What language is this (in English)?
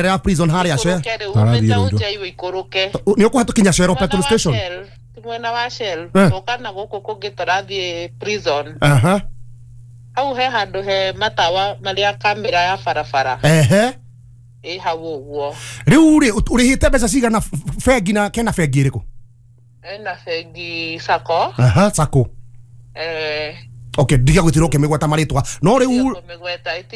Kikuyu